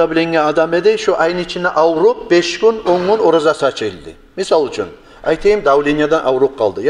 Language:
Kumyk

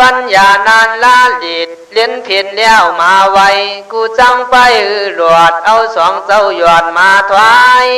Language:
Khün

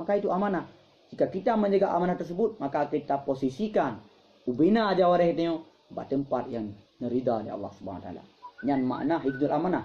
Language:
Achinese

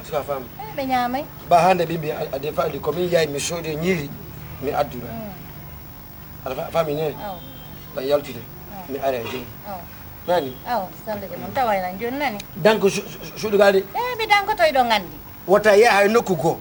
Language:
Fula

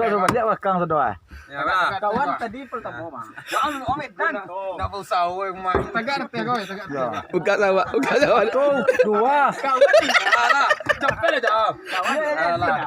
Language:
Minangkabau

